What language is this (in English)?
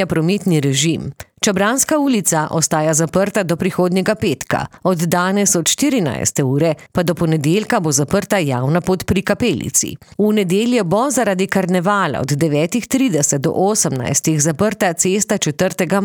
Slovenian